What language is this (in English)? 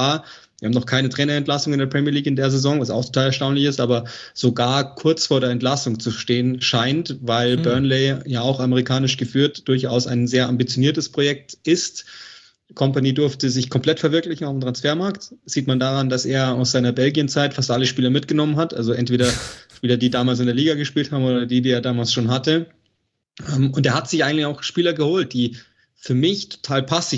German